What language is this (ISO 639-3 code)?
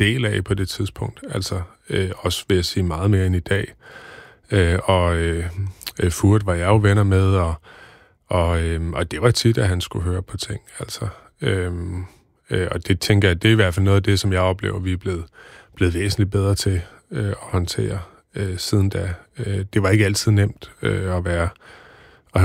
dan